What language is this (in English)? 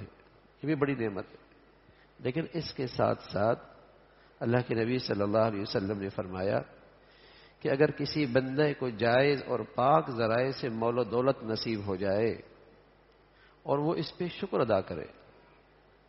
Urdu